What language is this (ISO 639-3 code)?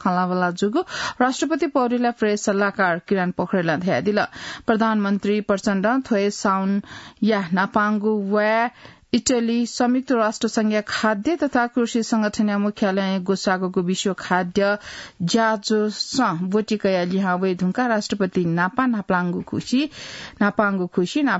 new